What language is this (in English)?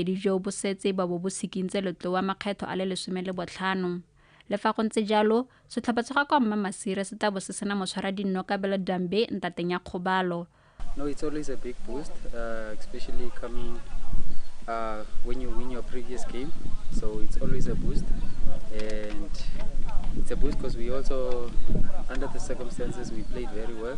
Tswana